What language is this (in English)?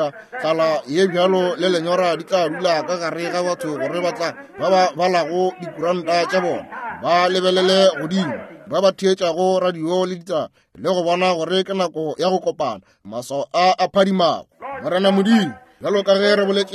Northern Sotho